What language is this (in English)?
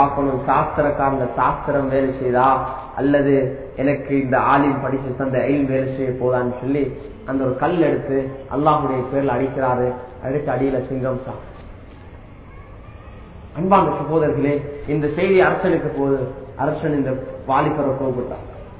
Tamil